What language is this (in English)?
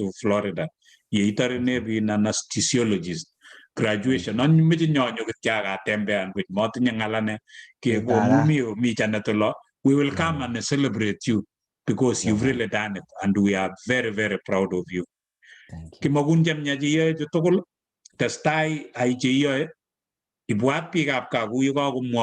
Kalenjin